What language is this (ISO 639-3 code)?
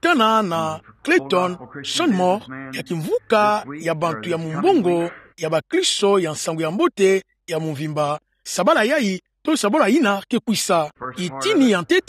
ktu